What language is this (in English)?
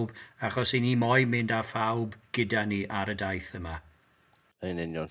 Welsh